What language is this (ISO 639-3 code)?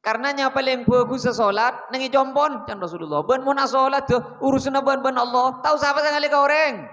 mad